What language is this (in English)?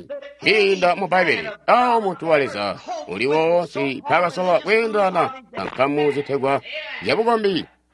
Tonga (Zambia)